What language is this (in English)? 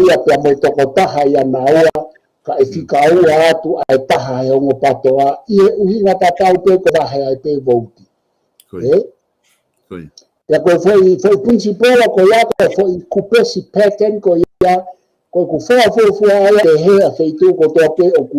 Tongan